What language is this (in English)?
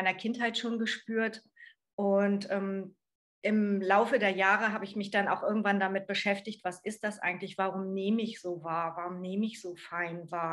German